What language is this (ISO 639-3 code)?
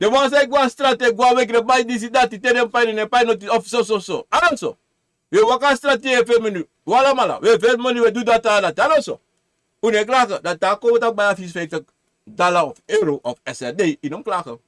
srn